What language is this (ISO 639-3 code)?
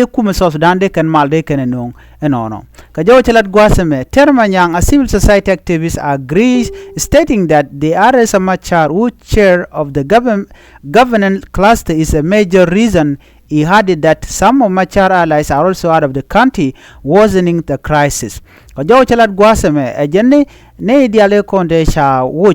nus